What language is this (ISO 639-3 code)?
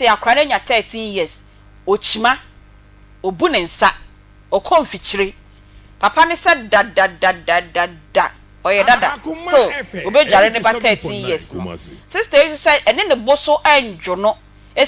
aka